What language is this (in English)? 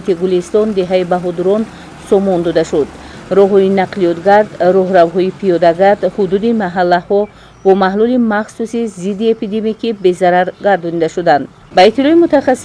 Tajik